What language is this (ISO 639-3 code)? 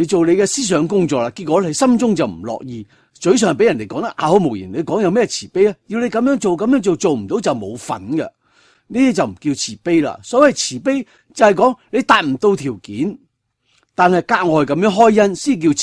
yue